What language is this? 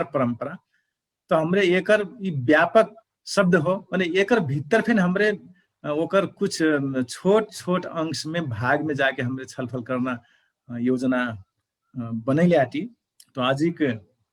Dangaura Tharu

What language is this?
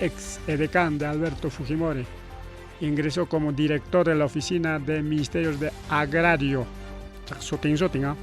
Ayacucho Quechua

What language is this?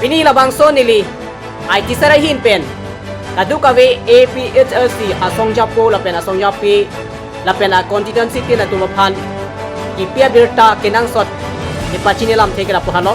Karbi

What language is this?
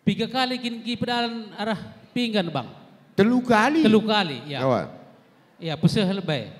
Batak Karo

